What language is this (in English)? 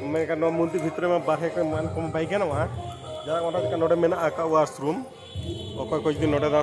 Santali